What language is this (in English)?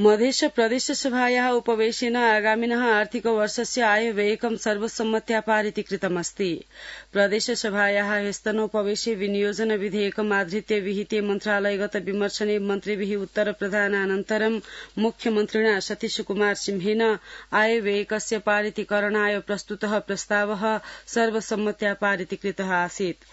Sanskrit